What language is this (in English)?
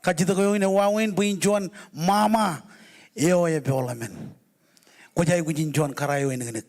Marshallese